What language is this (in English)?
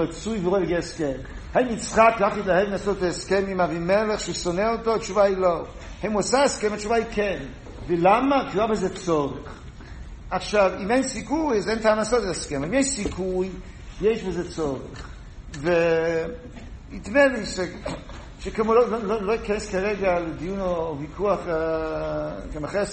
Hebrew